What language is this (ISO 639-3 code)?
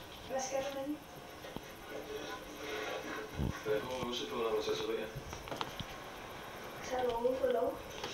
dan